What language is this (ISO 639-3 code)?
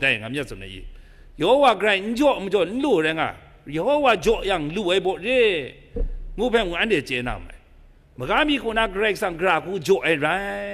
kac